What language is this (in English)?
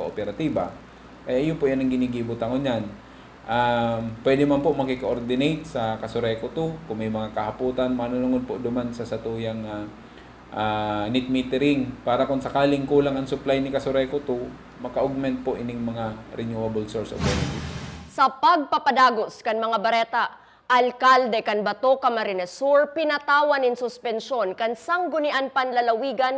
Bikol